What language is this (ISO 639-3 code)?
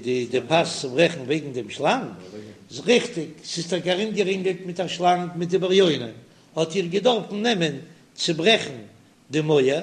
yid